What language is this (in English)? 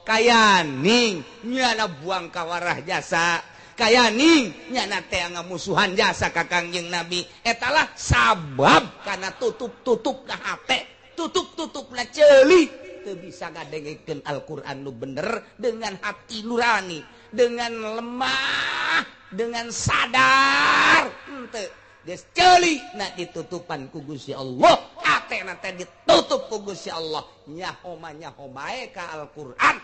Sundanese